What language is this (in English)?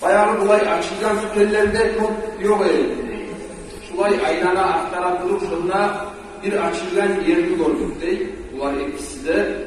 Kumyk